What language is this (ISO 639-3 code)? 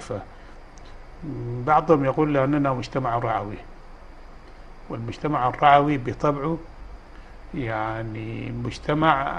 apd